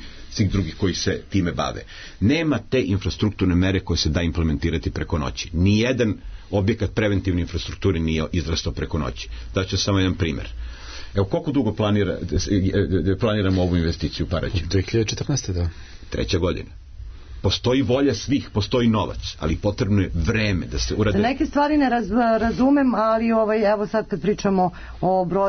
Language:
Serbian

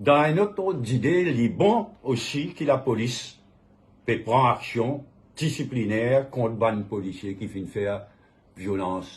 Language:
Morisyen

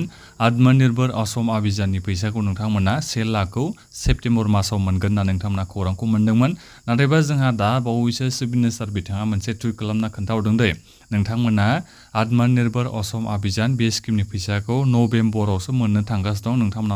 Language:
Bodo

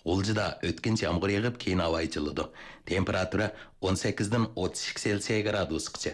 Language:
Uyghur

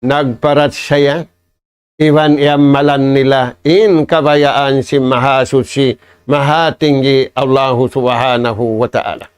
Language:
Tausug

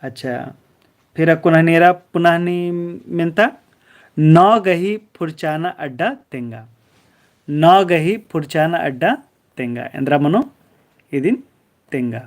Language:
Kurukh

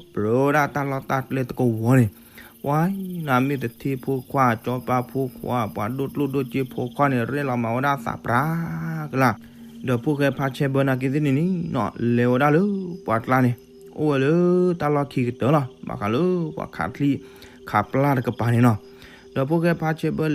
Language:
S'gaw Karen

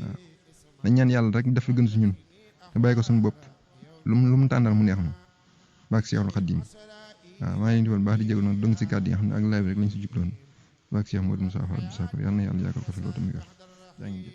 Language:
Wolof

